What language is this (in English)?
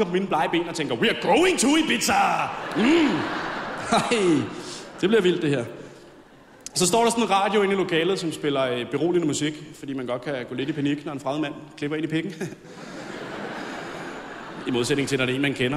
Danish